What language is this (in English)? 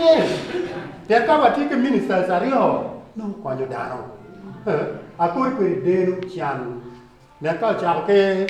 Acoli